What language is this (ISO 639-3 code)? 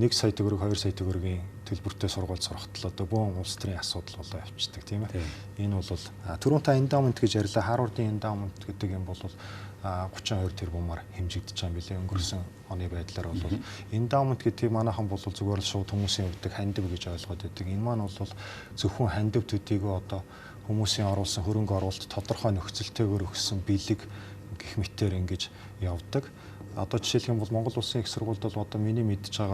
mon